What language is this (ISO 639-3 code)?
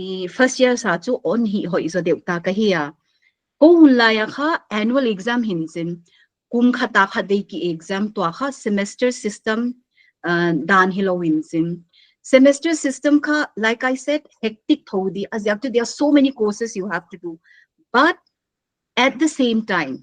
pck